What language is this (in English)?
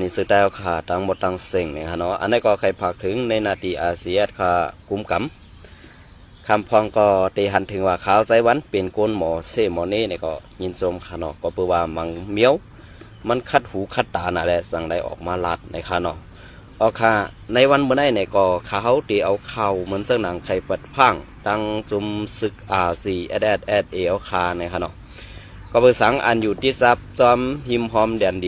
Shan